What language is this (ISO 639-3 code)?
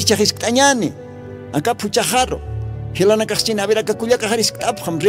aym